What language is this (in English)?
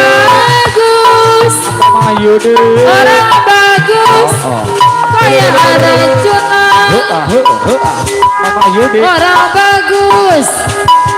Betawi